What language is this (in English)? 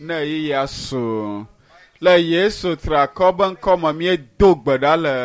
Ewe